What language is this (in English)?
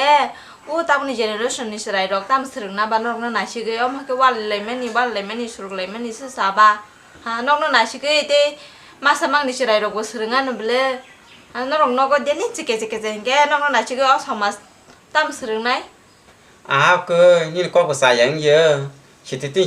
Kok Borok